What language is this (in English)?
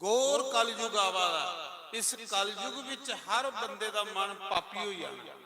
Dogri